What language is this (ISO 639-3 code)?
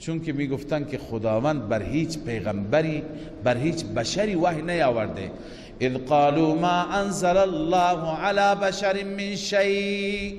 fas